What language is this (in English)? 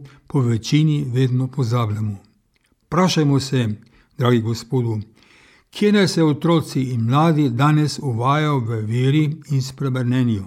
Slovenian